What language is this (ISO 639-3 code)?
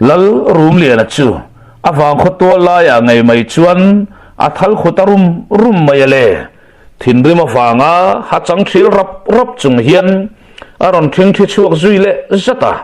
lus